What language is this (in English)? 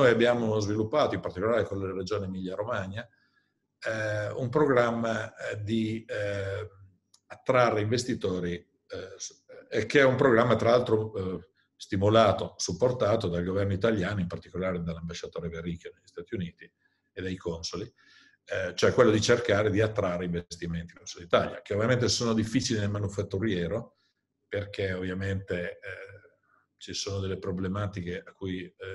Italian